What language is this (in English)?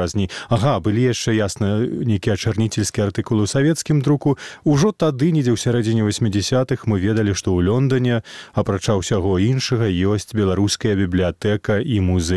Belarusian